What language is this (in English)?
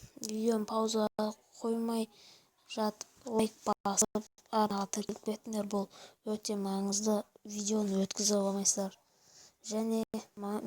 Kazakh